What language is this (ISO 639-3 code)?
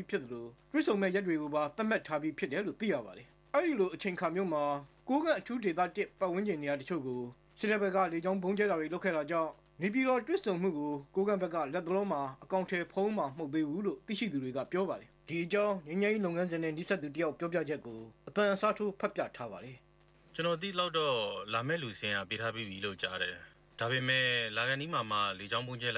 mya